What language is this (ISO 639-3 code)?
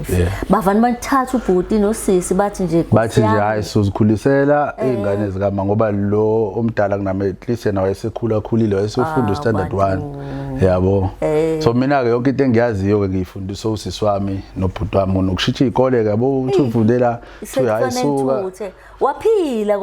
zul